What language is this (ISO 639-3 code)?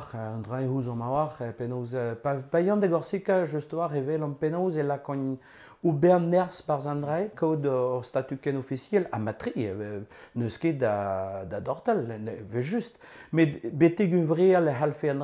bre